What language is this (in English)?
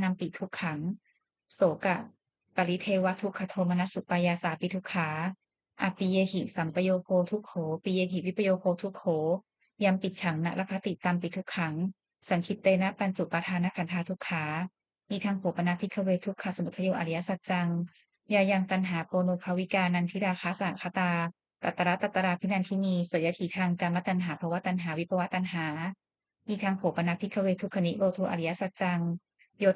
Pali